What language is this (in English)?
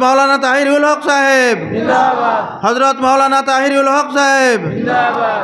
Sylheti